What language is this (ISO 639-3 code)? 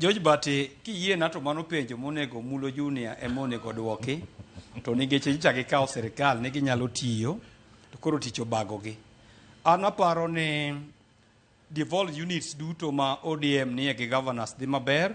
luo